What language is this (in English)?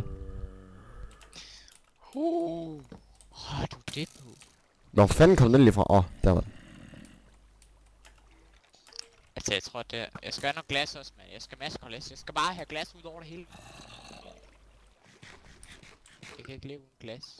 Danish